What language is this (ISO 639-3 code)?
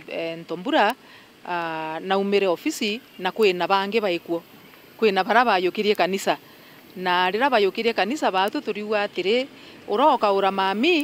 mer